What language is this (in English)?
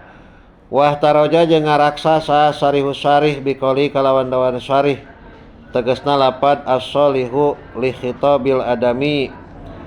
Sundanese